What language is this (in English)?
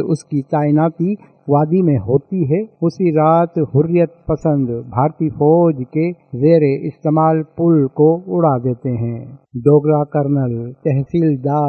Urdu